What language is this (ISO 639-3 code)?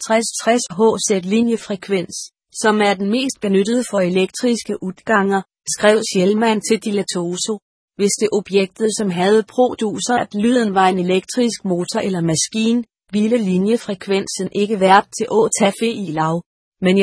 dan